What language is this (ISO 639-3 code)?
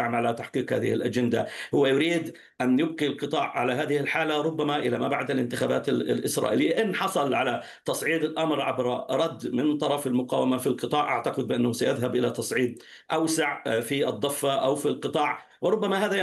ara